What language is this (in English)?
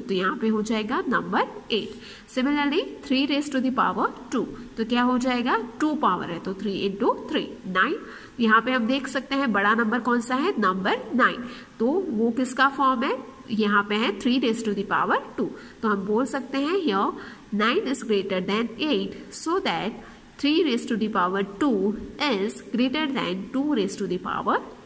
Hindi